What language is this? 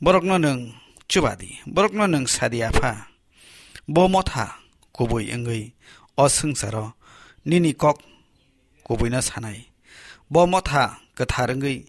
Kok Borok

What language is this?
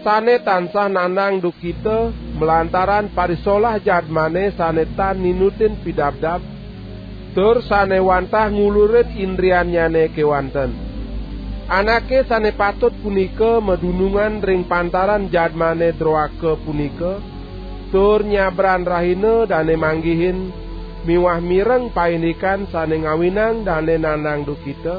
Balinese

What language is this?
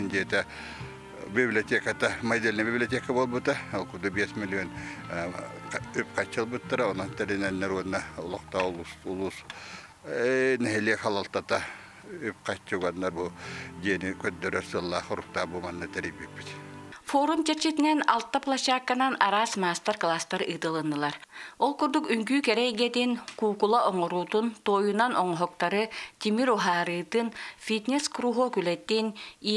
Yakut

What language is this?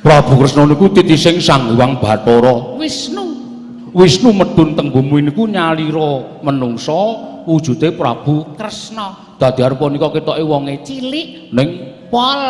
Javanese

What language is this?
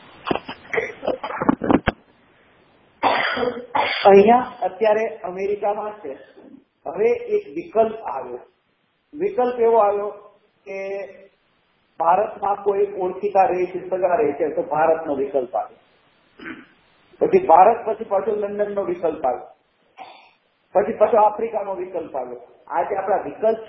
Gujarati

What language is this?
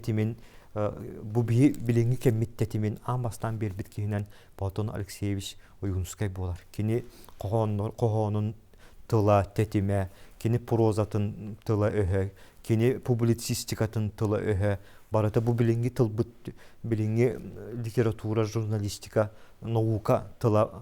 Yakut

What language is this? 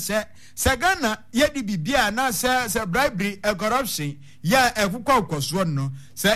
Akan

